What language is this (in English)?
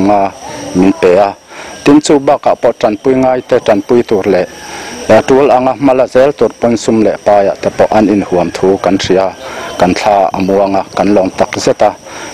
Mizo